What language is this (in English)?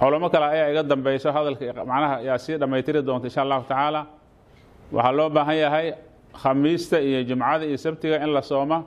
Somali